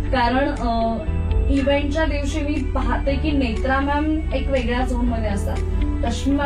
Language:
Marathi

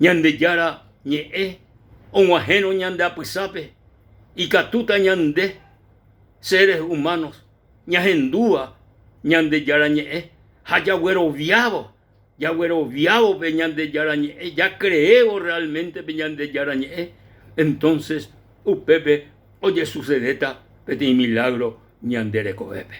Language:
Guarani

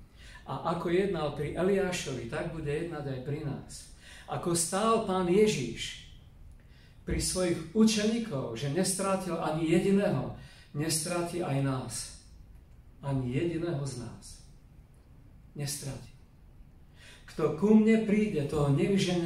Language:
Slovak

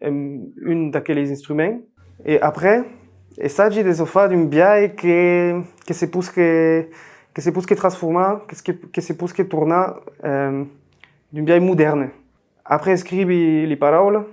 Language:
Occitan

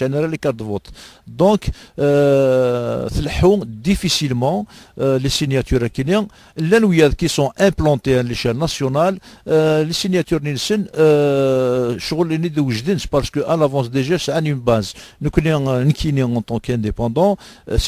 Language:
Kabyle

